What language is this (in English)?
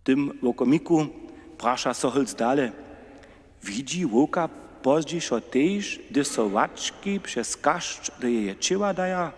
Upper Sorbian